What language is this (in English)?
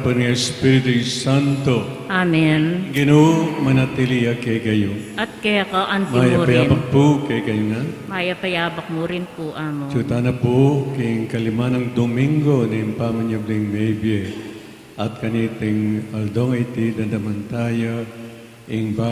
Pampanga